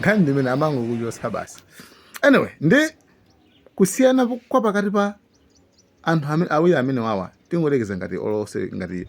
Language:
Nyanja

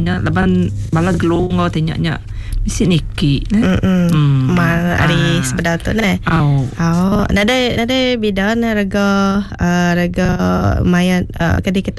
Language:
Iban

